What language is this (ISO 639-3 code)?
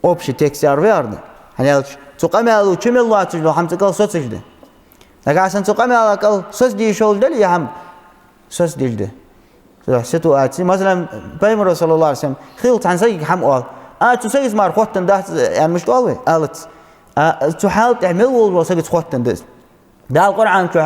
inh